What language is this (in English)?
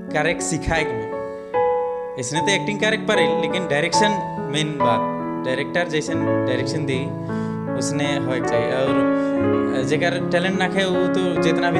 Sadri